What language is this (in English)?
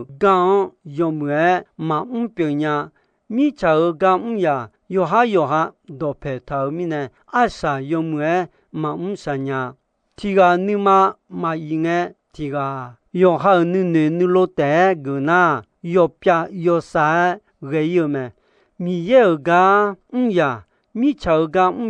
Akha